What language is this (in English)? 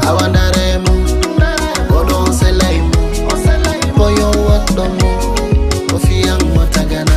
Fula